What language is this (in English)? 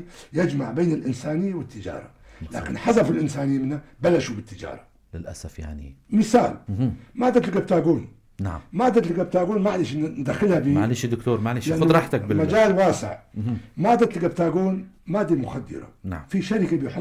North Levantine Arabic